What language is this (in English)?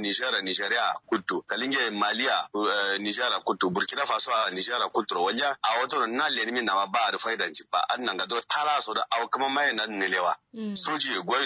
Kanuri